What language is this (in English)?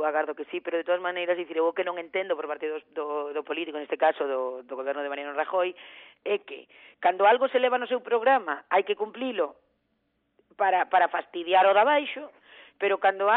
Galician